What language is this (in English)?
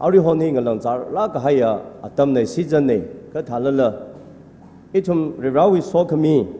Tangkhul Naga (India)